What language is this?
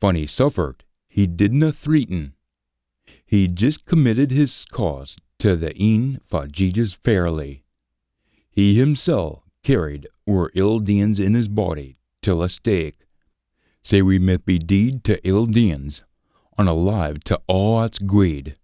Scots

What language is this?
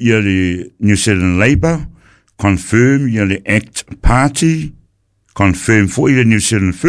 Samoan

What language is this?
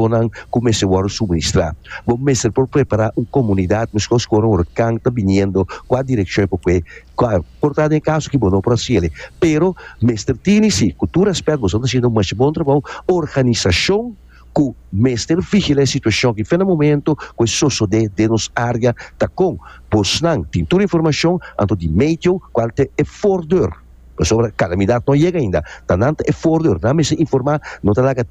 Papiamento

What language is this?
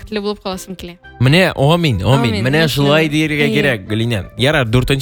Tatar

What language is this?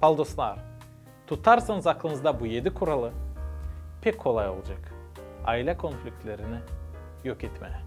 Gagauz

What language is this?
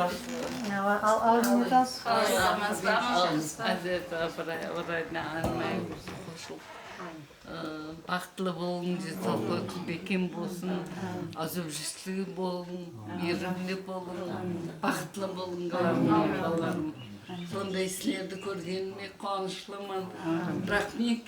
Kara-Kalpak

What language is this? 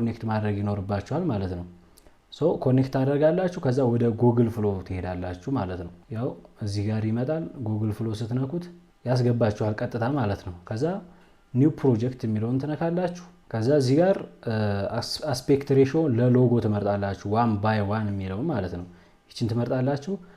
Amharic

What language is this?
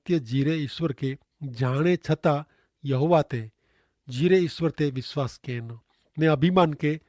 Kachhi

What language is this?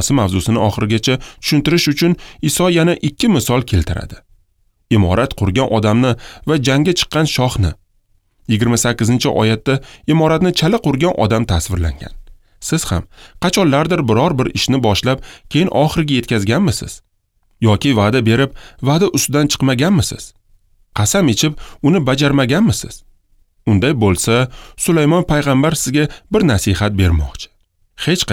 Uzbek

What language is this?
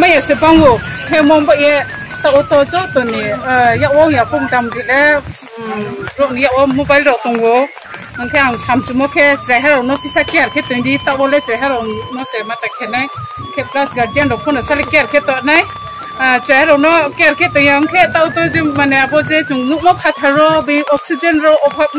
Riang (India)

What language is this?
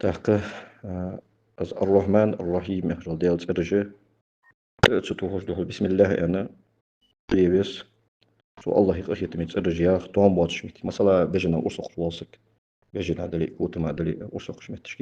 Ingush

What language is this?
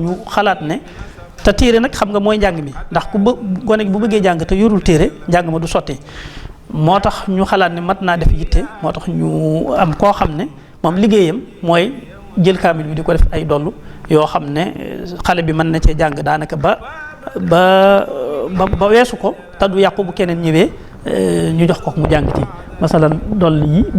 Wolof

